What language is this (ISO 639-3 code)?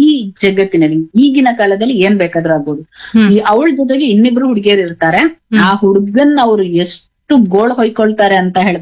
kan